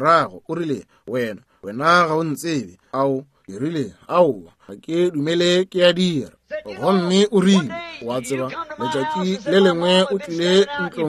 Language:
Northern Sotho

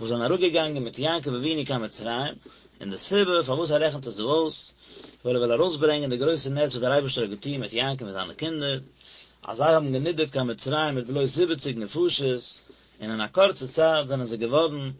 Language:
Yiddish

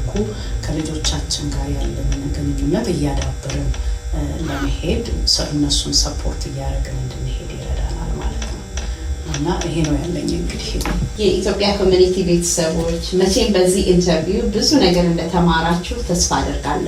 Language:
Amharic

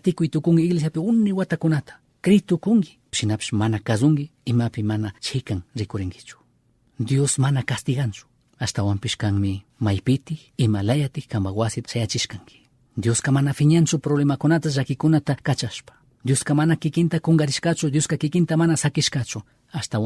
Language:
Chimborazo Highland Quichua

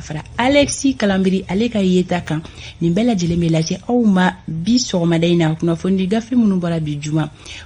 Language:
Bambara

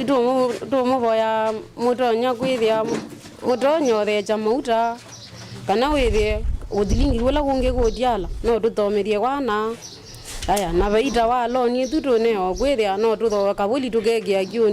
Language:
Kamba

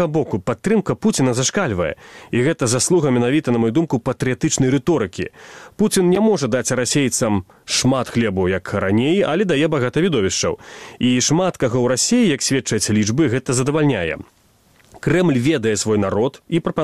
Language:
Belarusian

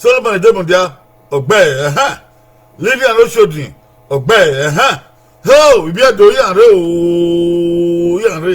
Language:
Bini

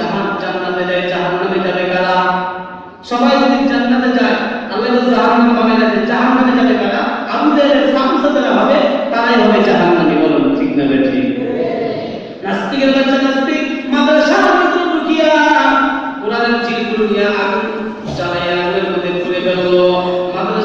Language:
Bangla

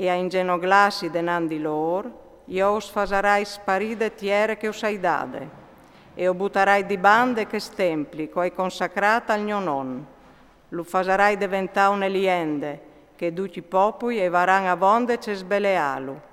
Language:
Friulian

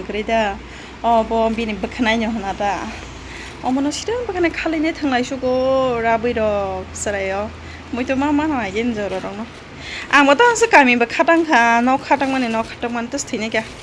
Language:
Kok Borok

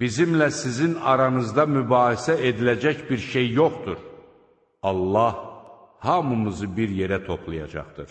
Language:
Azerbaijani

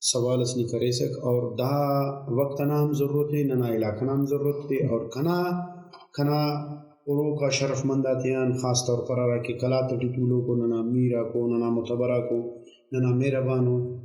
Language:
Brahui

